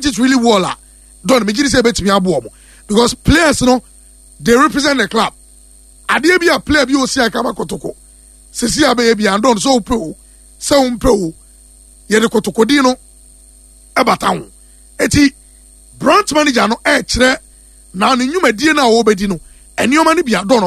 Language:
Akan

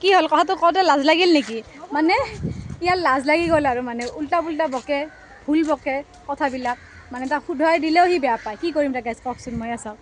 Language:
Assamese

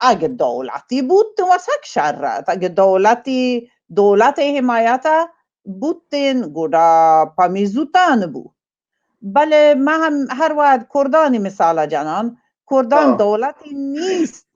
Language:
Baluchi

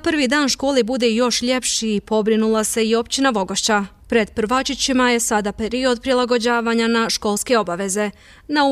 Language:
Bosnian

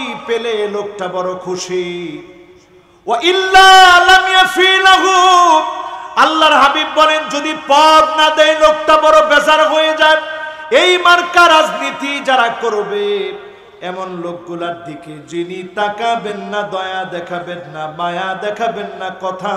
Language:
Bangla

